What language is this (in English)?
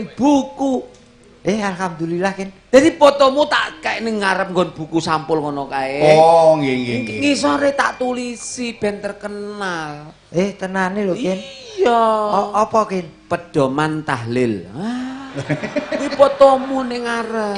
Javanese